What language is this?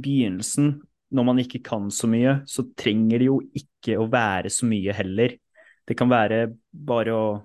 Norwegian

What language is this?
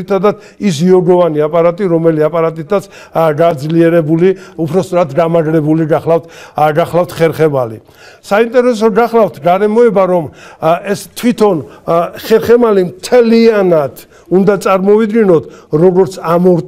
Georgian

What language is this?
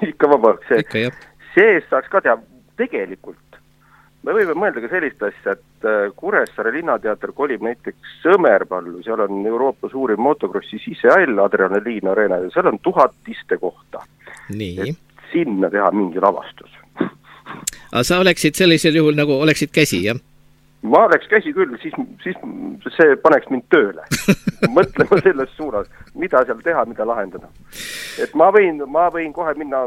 Estonian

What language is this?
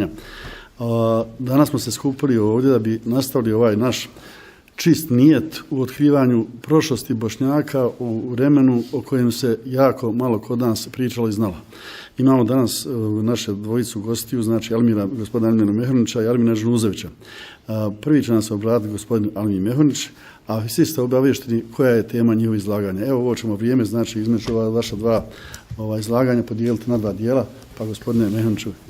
Bosnian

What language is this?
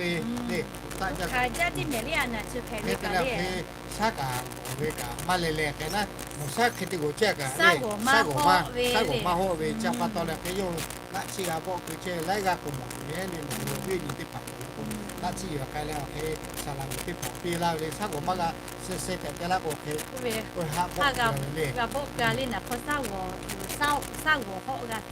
Lahu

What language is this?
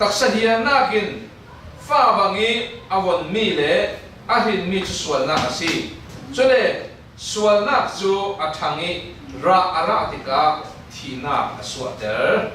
Falam Chin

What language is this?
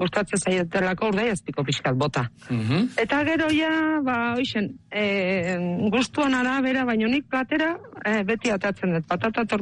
Basque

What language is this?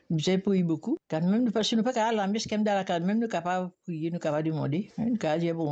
Morisyen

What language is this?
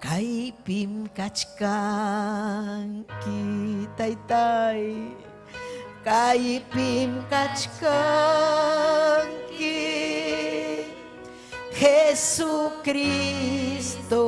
Ayacucho Quechua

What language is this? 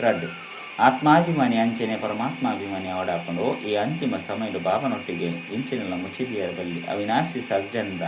Tulu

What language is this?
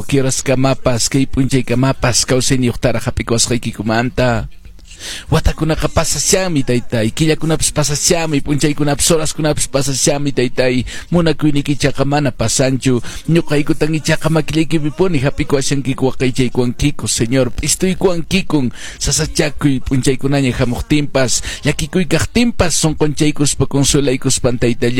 Quechua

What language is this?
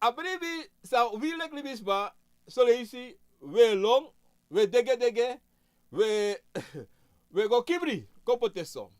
Sranan Tongo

